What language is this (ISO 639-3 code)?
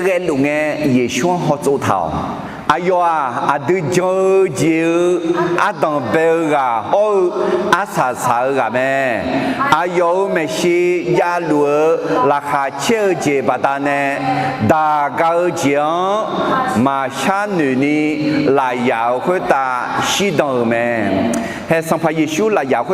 ahk